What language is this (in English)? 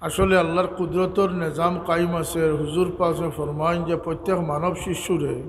Sylheti